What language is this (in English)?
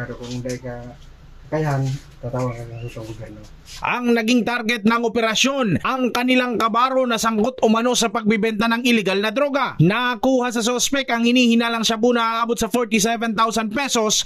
Bikol